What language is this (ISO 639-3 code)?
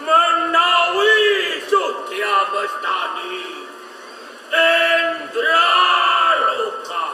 jav